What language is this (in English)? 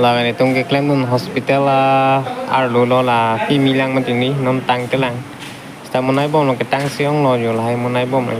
Karbi